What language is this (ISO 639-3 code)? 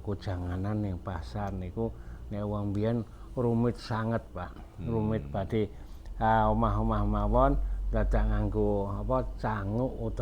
jav